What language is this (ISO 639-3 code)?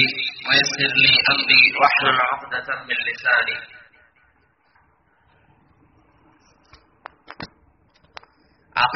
mal